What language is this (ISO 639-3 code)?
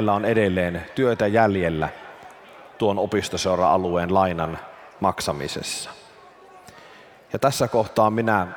fin